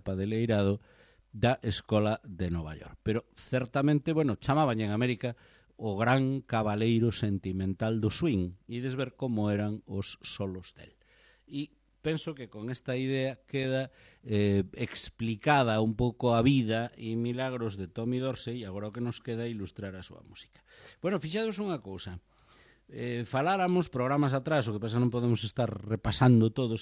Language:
Galician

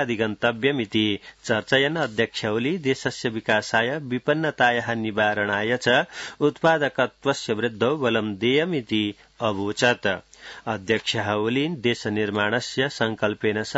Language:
Sanskrit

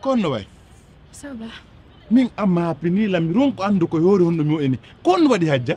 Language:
Pular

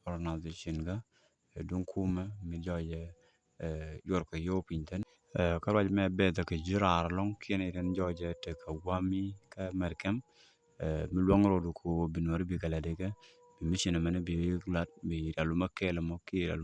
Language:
Nuer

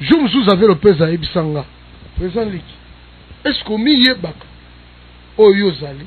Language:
Lingala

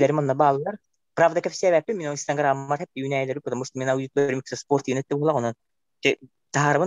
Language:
Yakut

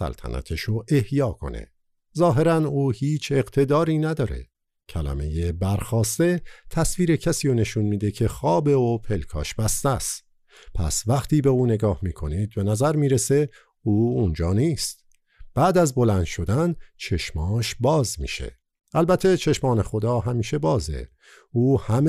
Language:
Persian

